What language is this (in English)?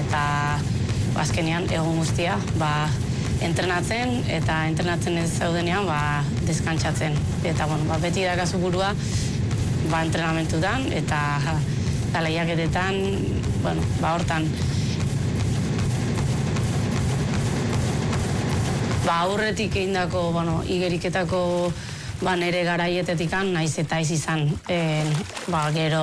Basque